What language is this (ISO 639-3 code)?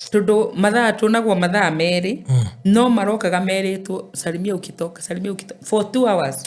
kik